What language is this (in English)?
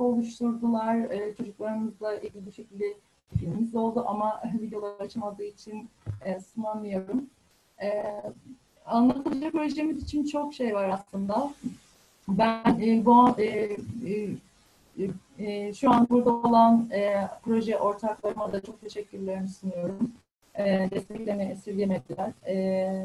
Turkish